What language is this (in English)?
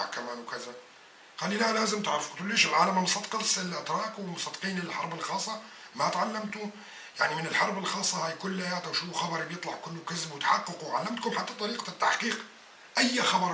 North Levantine Arabic